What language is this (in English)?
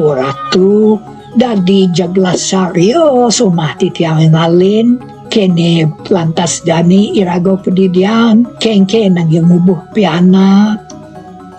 Balinese